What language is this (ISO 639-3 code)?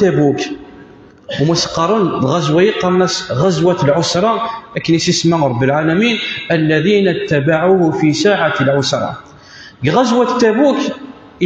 kab